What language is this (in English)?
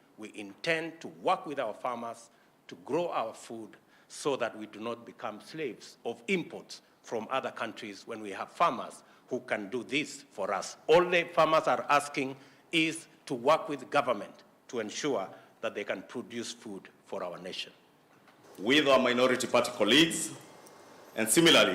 Kamba